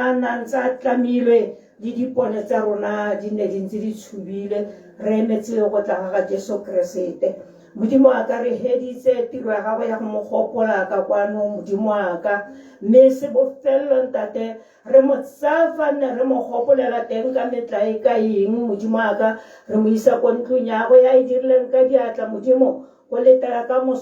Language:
Tswana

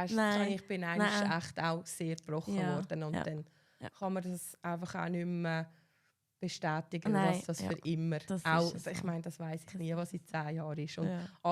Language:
Swiss German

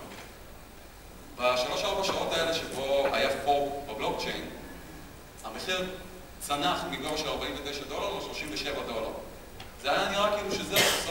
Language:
Hebrew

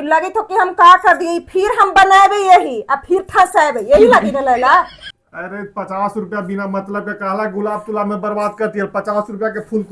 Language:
Magahi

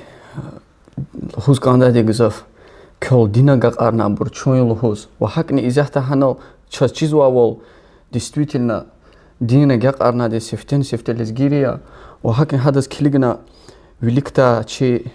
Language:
Lezghian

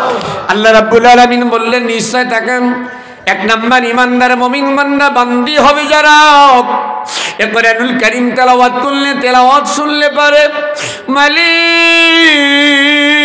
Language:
Bangla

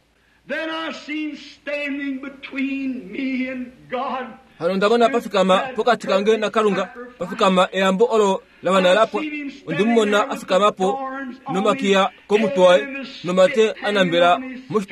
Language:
Kuanyama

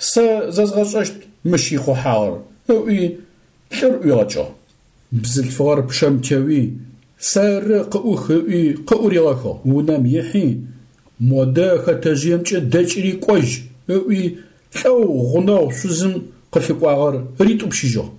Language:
Adyghe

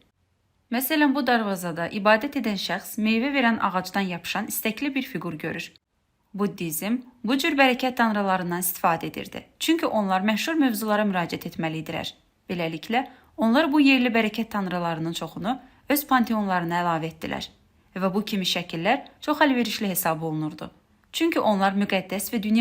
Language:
Azerbaijani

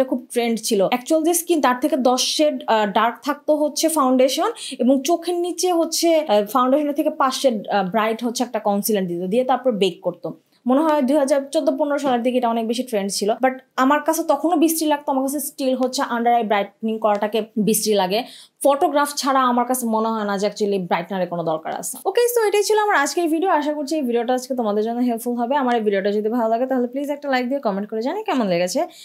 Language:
Bangla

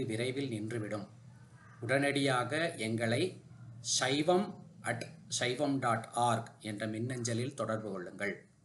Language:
Tamil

